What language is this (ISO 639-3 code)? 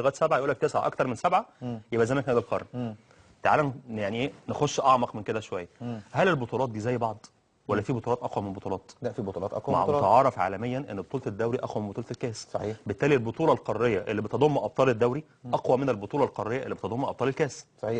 arz